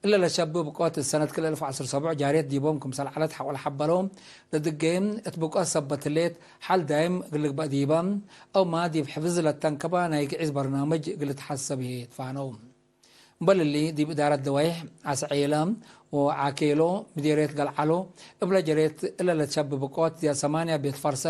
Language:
Tigre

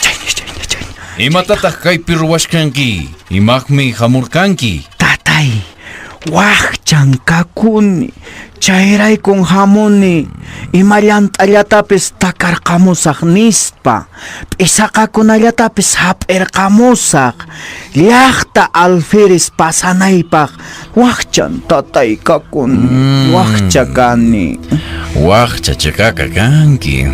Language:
Quechua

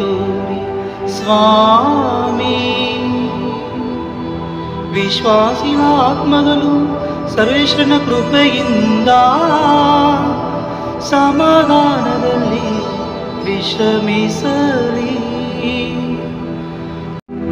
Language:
Kannada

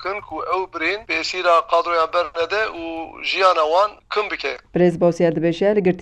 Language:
Kurdish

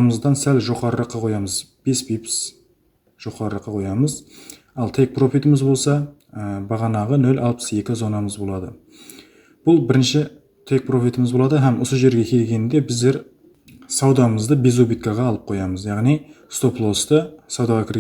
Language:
Kara-Kalpak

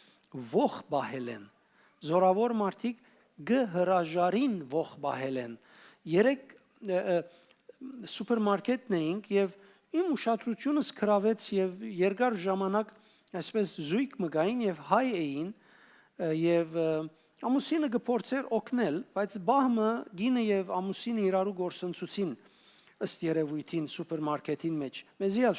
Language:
Western Armenian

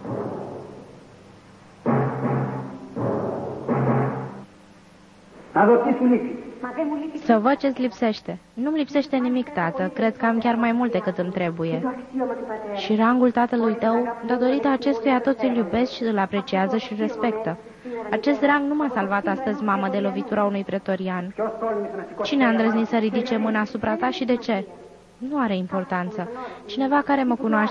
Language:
Romanian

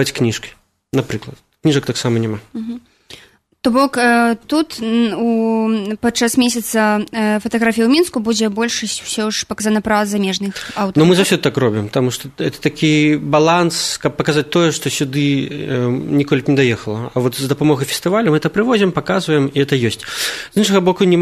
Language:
Belarusian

